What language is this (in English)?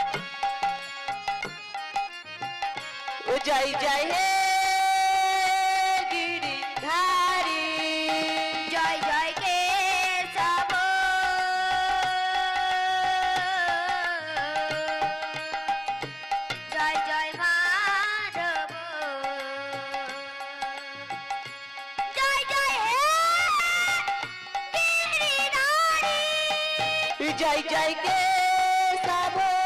Bangla